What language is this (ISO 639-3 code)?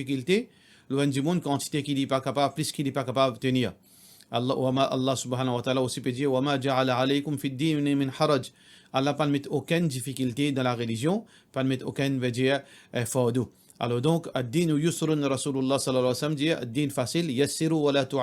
mfe